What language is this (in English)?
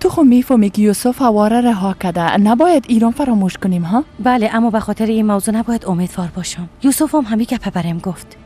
Persian